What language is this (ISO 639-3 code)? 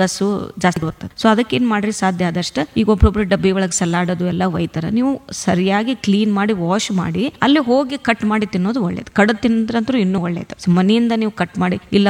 kan